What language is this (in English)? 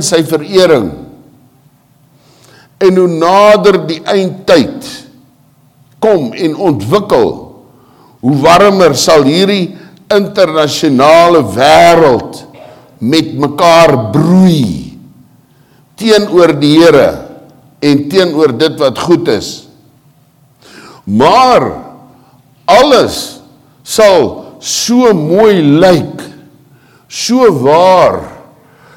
Afrikaans